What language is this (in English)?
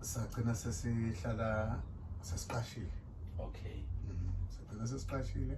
Zulu